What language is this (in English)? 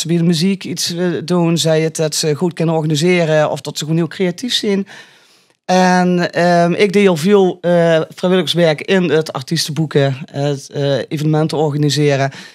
Limburgish